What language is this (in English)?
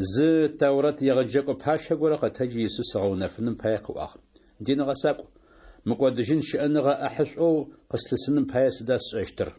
Adyghe